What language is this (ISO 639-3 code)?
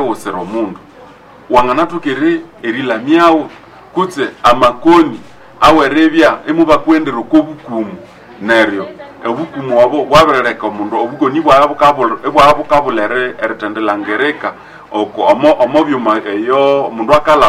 nnb